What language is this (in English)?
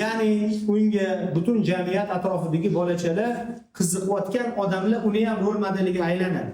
Uzbek